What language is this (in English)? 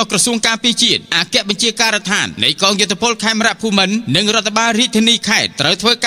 Khmer